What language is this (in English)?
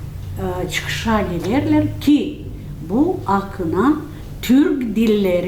Gagauz